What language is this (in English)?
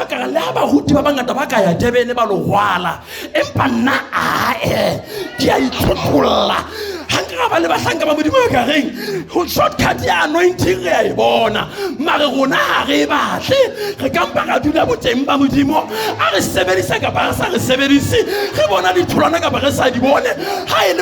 Southern Sotho